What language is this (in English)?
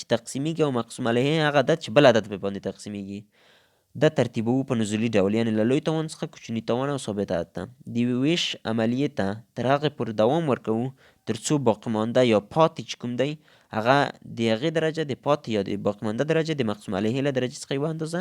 Pashto